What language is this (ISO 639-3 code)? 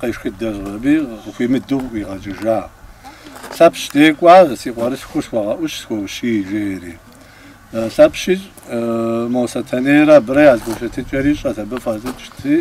kbd